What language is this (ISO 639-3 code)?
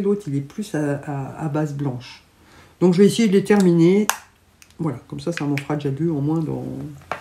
fra